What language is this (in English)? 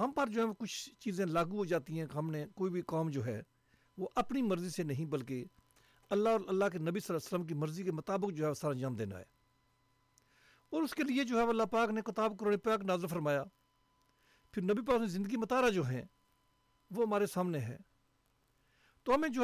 Urdu